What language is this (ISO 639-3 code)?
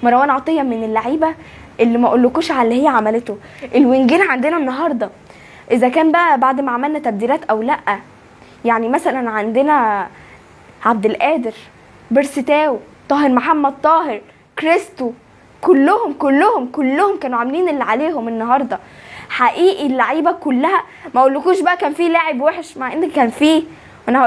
arz